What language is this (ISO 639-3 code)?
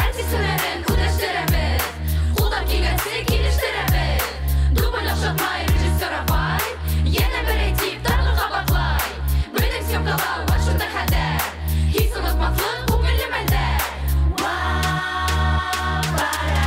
bak